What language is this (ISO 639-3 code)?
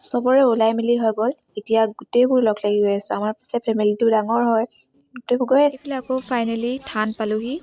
asm